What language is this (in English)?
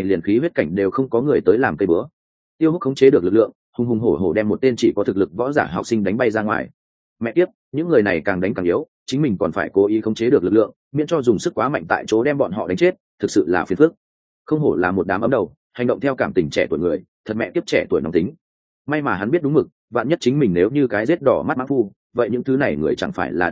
Vietnamese